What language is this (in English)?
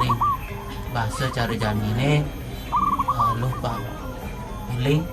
Balinese